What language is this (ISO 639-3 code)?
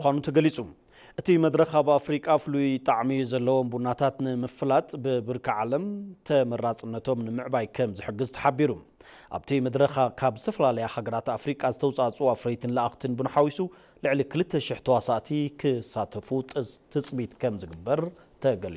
tir